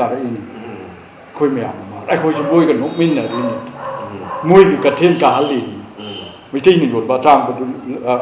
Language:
Manipuri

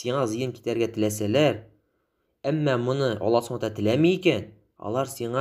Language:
Tatar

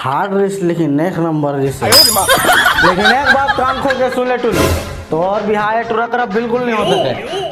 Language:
Chhattisgarhi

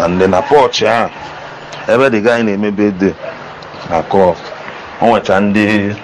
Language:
Igbo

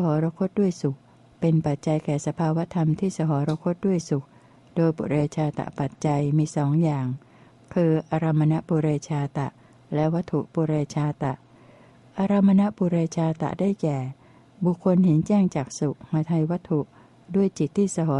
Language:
Thai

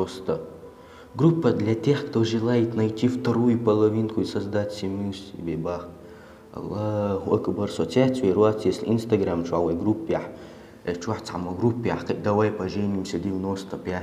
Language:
Chechen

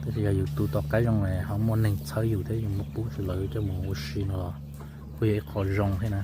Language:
Hmong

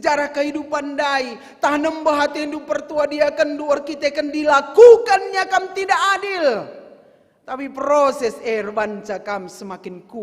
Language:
Batak Karo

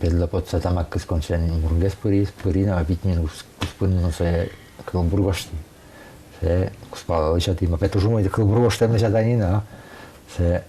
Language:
Udmurt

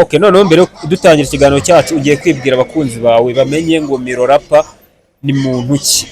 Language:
Kinyarwanda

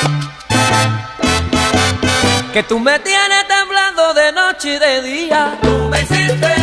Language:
Spanish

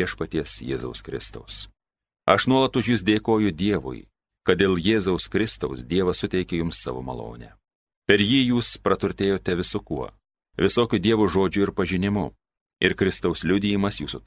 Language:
Lithuanian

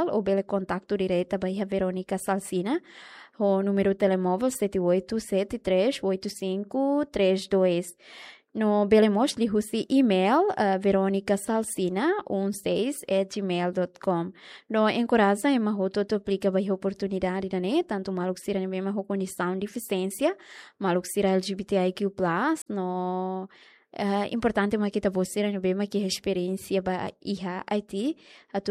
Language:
Tetum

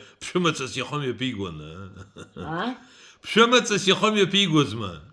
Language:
Abkhazian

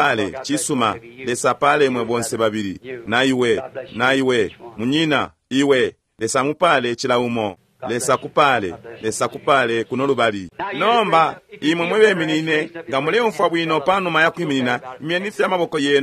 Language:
Bemba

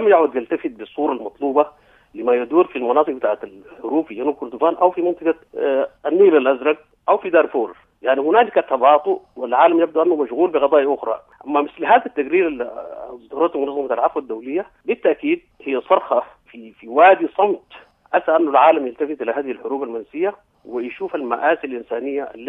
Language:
Sudanese Arabic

